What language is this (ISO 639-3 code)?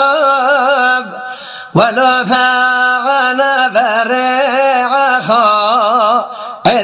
heb